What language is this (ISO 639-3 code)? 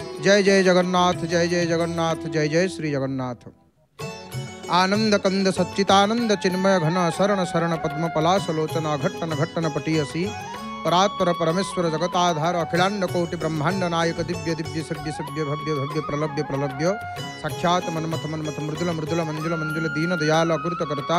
ori